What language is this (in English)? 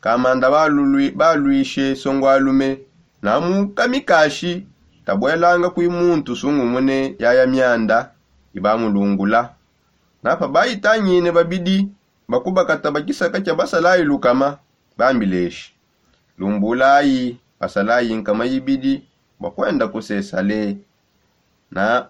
Songe